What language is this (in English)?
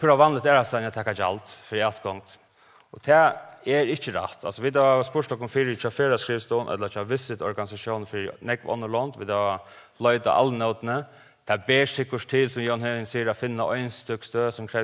Faroese